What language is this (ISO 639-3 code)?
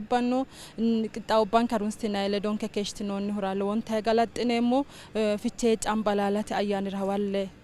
sid